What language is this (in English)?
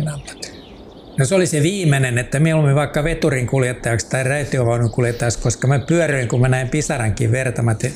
Finnish